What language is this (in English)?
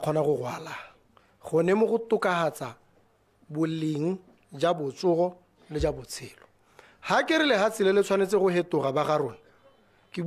Tswana